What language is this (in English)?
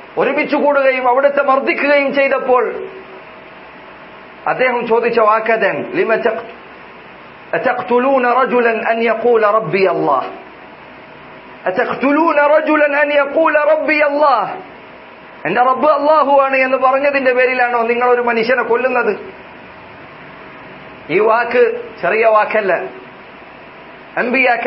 Malayalam